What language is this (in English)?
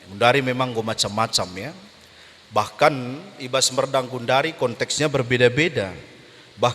Batak Karo